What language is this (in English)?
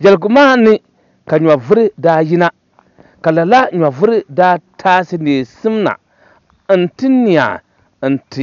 Dagbani